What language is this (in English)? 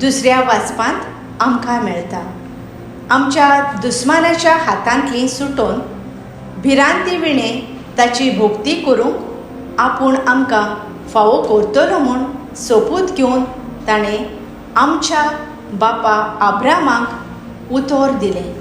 Konkani